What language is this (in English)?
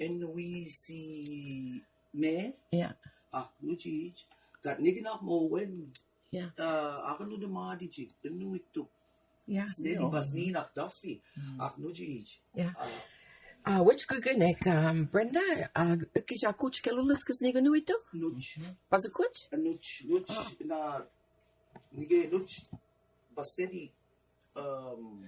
Mi'kmaw